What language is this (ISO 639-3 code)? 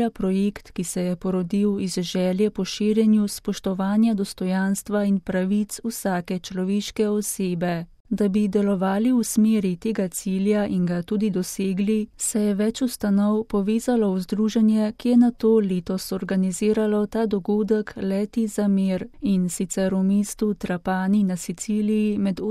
slv